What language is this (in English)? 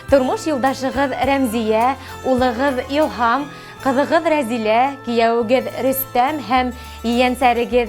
Bashkir